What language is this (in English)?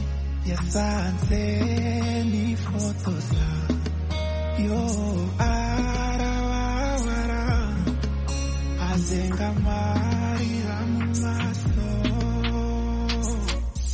Kinyarwanda